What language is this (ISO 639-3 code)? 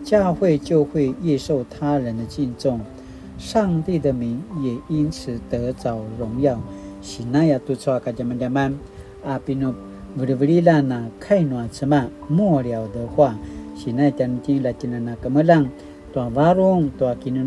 pwn